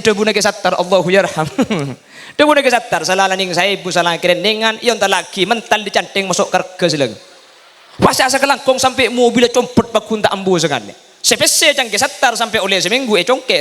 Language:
Madurese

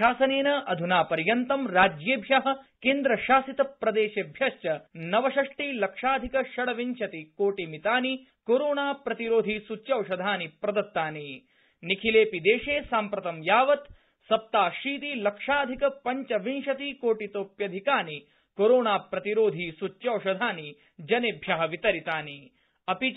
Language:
Sanskrit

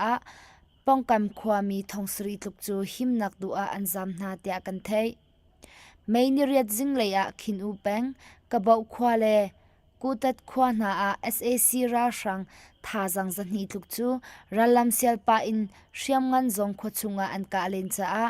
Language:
Hakha Chin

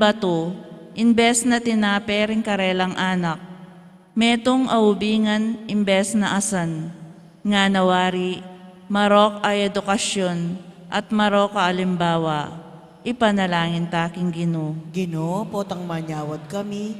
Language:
Pampanga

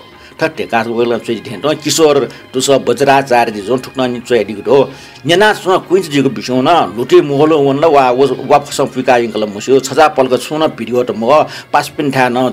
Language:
Newari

